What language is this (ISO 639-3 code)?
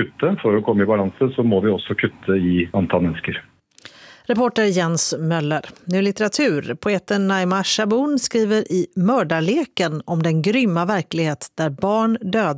swe